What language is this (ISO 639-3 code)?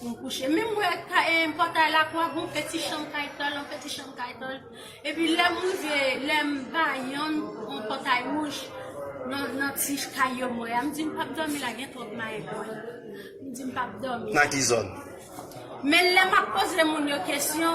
hat